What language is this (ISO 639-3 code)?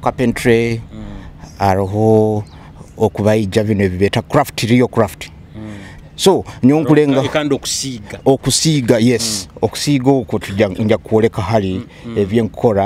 nyo